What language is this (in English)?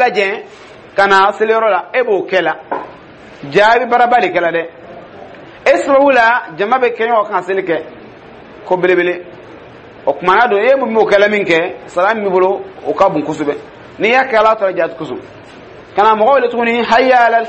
Dyula